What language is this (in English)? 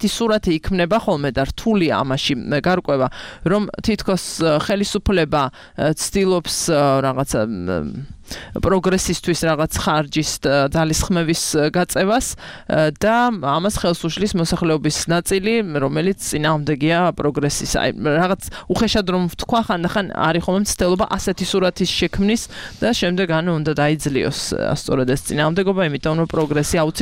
Georgian